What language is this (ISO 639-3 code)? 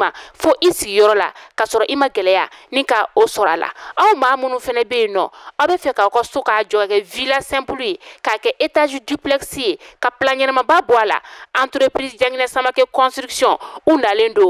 bam